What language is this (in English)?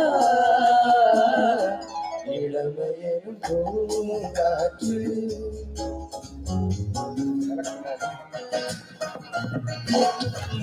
Tamil